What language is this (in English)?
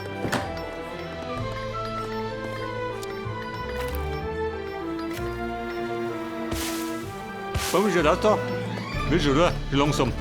Bavarian